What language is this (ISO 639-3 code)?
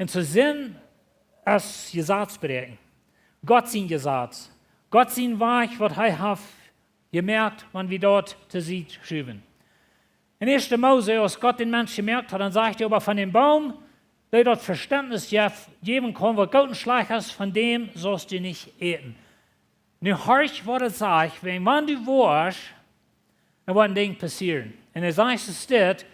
pdt